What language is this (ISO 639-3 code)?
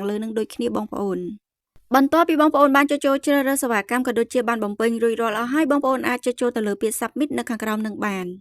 khm